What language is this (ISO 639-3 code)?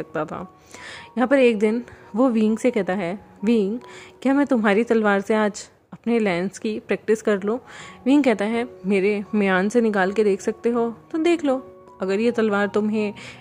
hin